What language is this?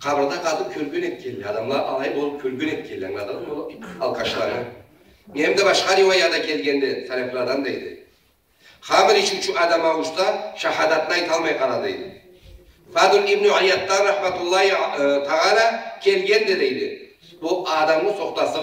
Karachay-Balkar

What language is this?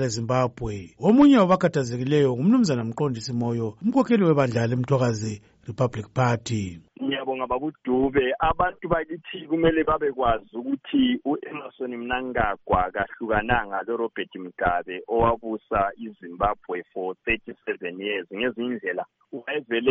North Ndebele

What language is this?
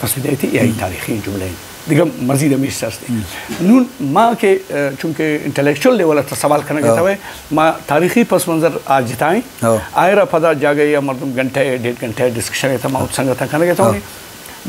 Eastern Balochi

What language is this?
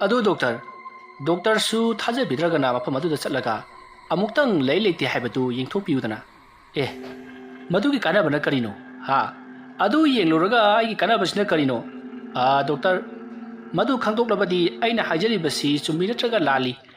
Manipuri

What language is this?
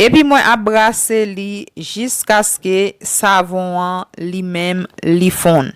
Haitian Creole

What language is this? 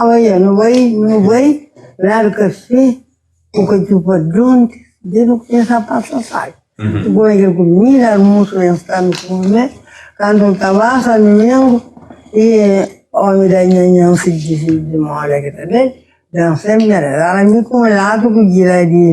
Kabuverdianu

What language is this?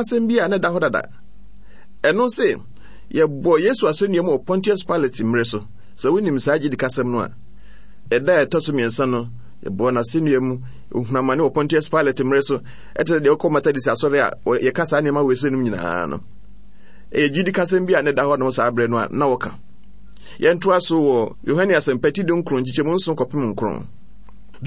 Akan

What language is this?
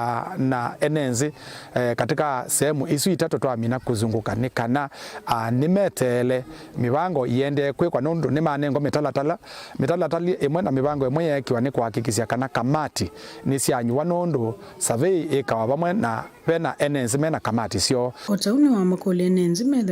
Kamba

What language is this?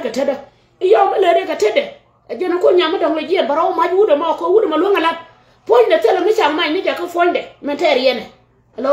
Nuer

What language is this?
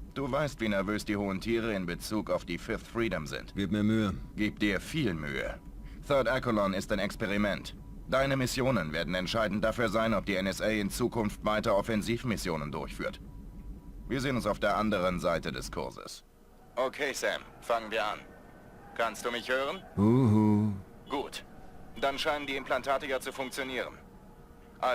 Bavarian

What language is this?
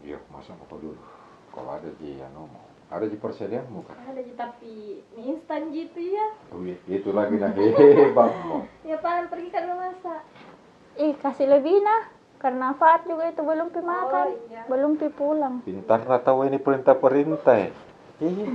Makassar Malay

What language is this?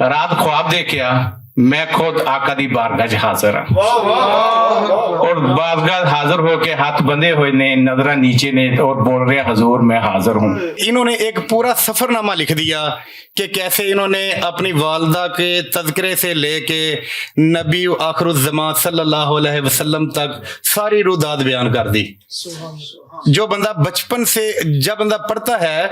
Western Panjabi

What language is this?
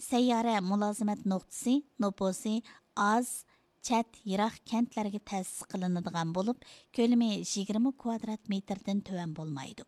Uyghur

